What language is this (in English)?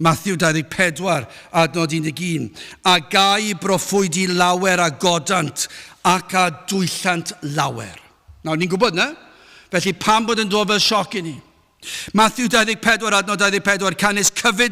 Welsh